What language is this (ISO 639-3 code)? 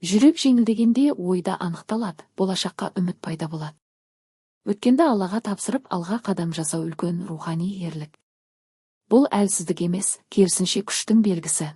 kaz